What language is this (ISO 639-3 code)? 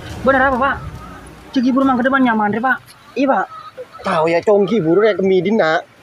mad